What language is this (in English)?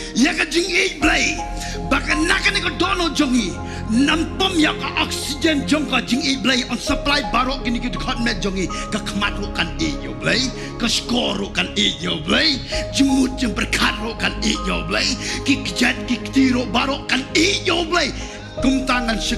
Khasi